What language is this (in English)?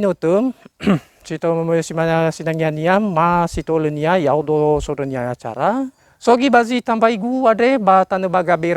Nias